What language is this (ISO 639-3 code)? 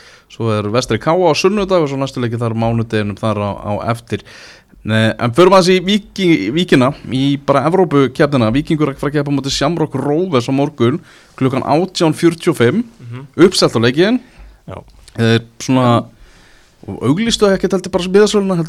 isl